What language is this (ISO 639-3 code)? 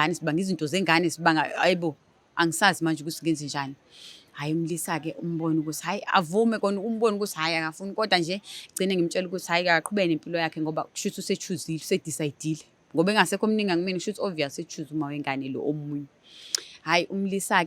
zul